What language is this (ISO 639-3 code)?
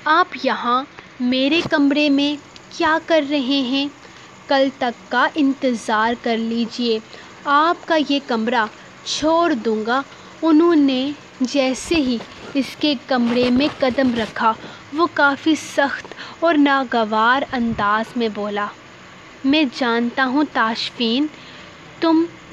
urd